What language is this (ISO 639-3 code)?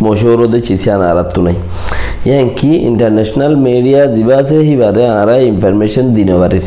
rhg